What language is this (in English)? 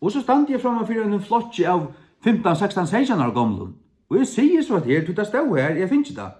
Faroese